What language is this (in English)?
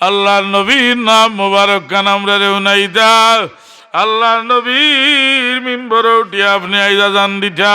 Sylheti